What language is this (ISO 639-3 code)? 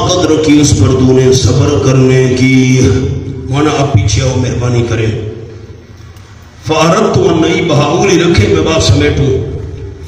urd